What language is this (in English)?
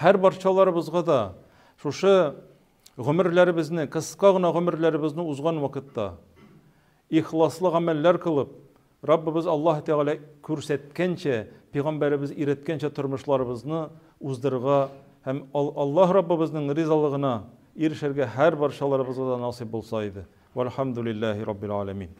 Tatar